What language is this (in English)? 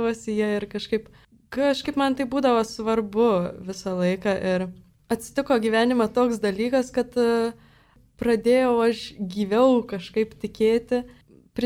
Lithuanian